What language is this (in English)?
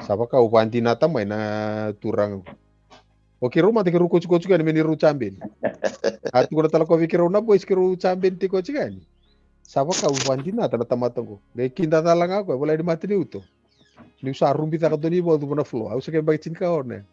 Fijian